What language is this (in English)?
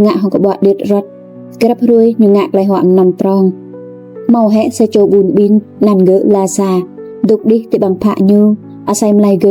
Rade